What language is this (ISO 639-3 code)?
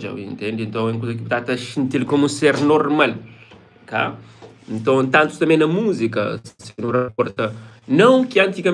kea